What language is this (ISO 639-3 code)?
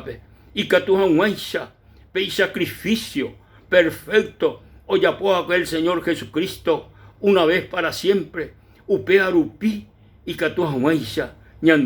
grn